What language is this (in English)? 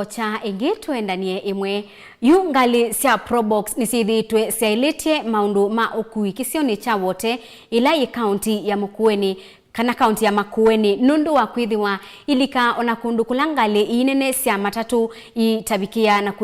Kamba